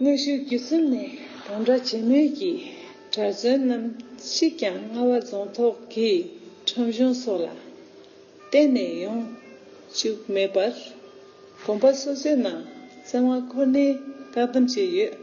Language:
Tibetan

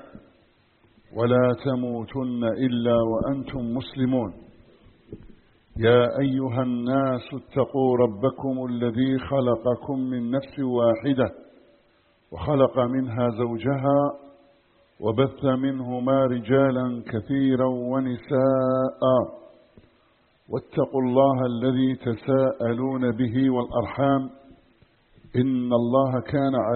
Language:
Arabic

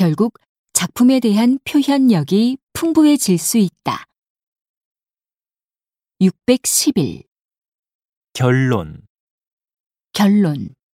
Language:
Korean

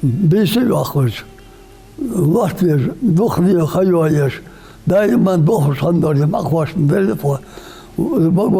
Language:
Ingush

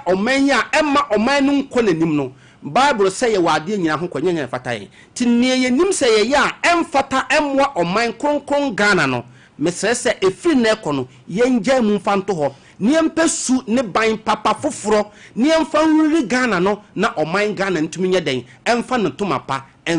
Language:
Akan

